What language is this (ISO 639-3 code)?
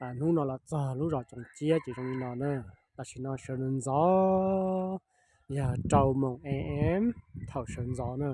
hmn